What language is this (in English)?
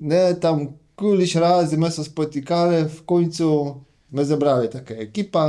Kashubian